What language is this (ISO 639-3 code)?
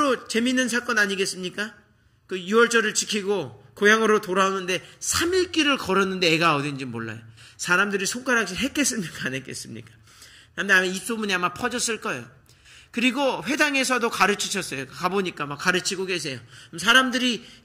kor